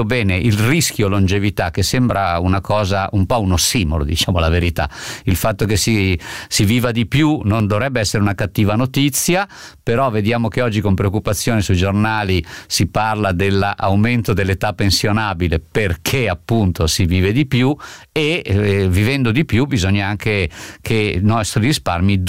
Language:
Italian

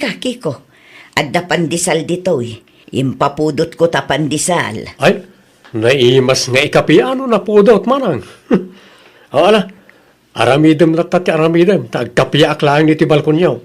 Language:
Iloko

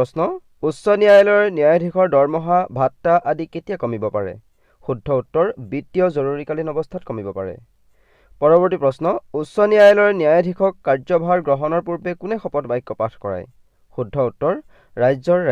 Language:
Assamese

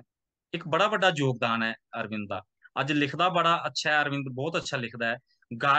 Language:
Dogri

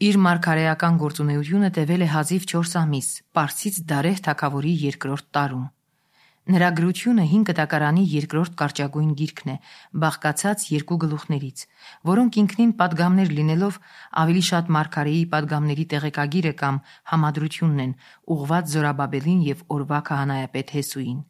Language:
Armenian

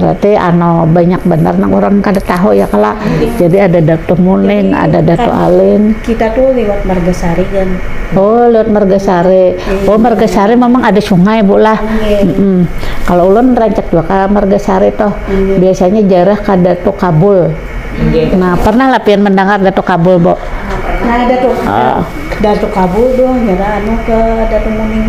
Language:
Banjar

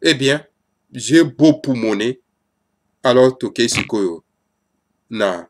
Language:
Lingala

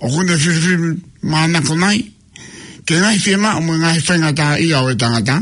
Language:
Tongan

